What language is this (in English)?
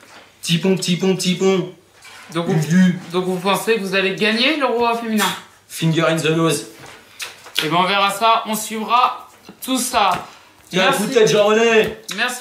French